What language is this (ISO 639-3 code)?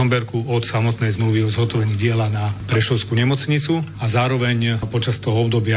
slk